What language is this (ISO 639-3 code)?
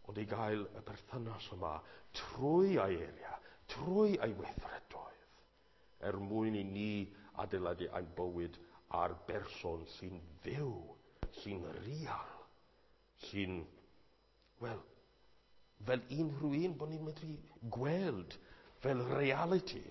cym